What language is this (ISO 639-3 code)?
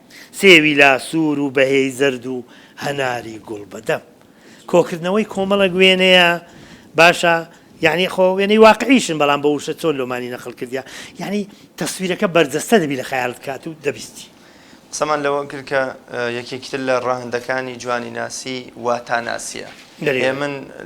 ckb